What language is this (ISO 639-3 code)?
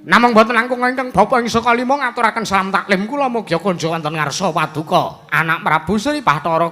jav